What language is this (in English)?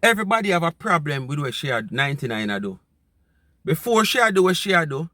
Jamaican Creole English